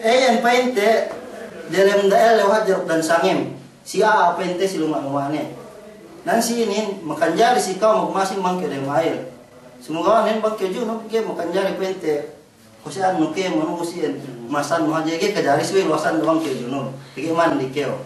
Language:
Yakan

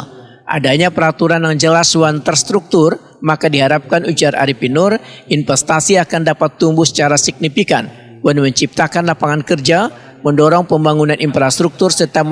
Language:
Banjar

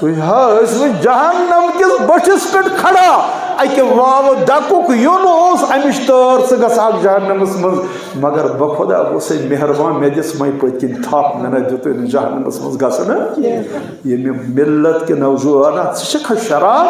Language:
Kashmiri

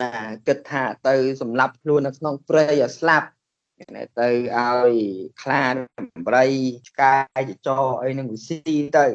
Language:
Khmer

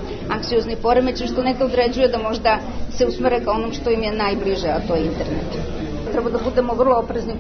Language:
Serbian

